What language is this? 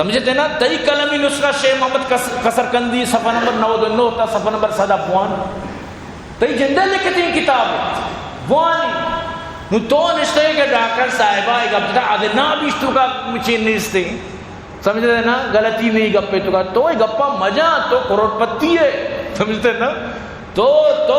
Eastern Balochi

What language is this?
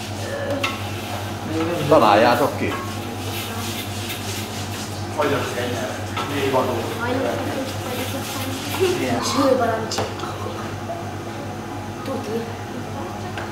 Hungarian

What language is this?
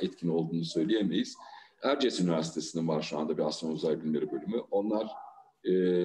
Turkish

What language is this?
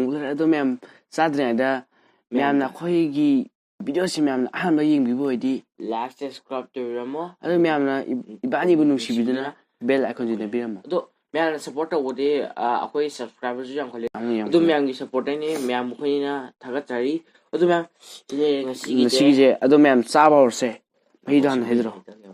Manipuri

